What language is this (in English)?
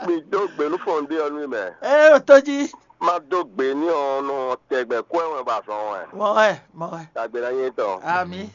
Fon